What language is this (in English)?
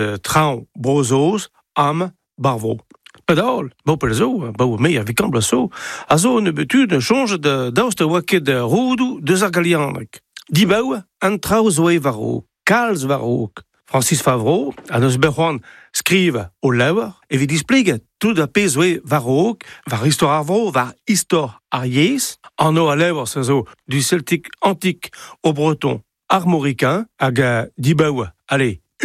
Breton